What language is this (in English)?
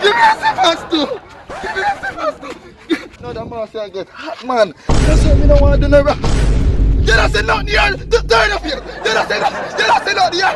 Jamaican Creole English